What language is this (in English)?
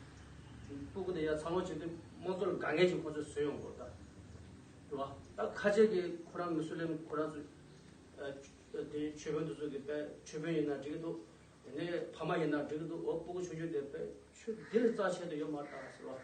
Tibetan